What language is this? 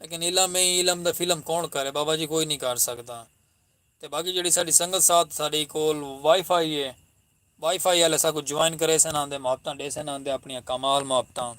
Saraiki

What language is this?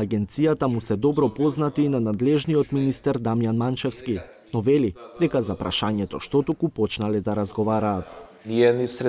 Macedonian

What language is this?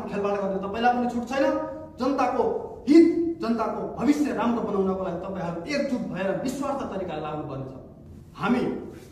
Nepali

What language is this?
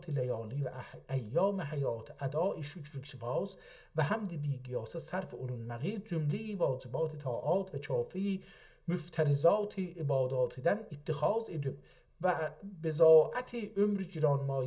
South Azerbaijani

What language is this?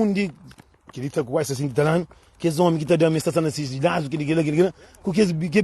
Kabuverdianu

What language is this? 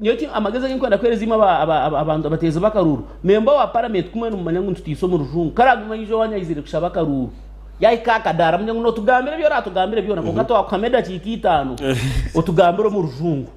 Nyankole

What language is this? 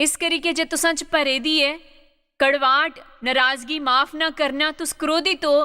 Dogri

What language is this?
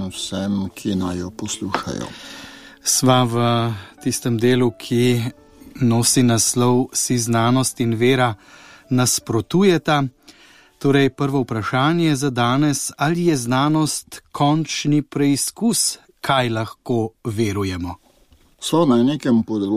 Slovenian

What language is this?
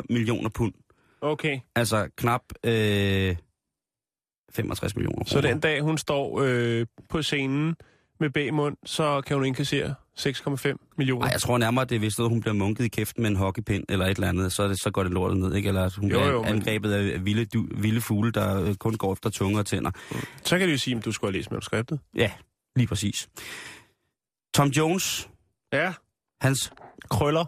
Danish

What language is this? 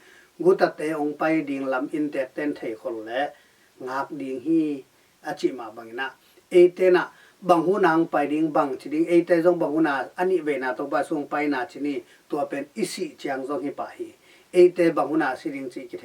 Tedim Chin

